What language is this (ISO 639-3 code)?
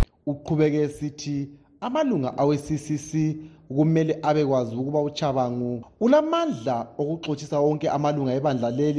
nde